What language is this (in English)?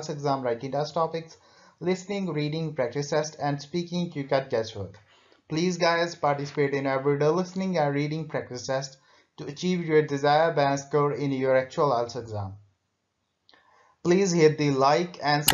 English